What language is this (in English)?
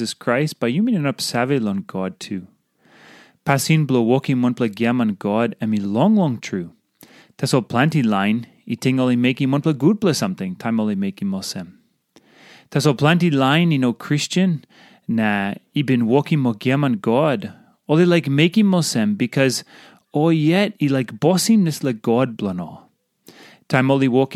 Tok Pisin